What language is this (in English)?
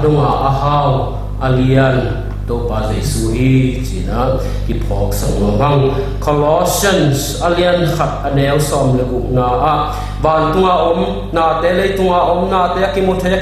Tedim Chin